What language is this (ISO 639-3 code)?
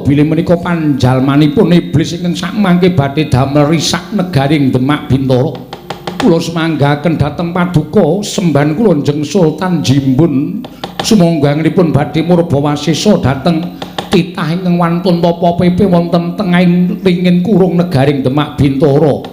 jav